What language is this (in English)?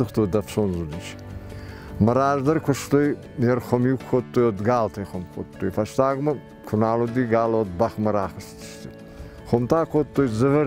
Ossetic